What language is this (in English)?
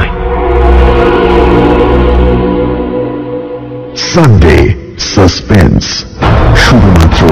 Bangla